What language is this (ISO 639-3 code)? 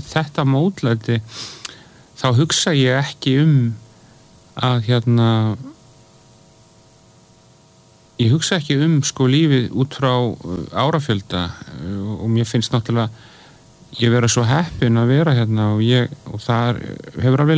isl